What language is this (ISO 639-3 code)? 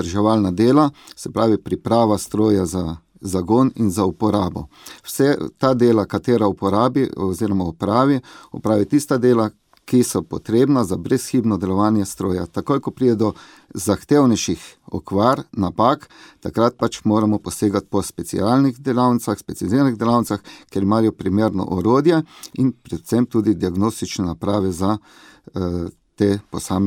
slv